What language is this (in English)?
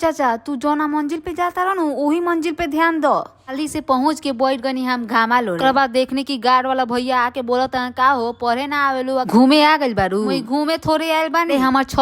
Bhojpuri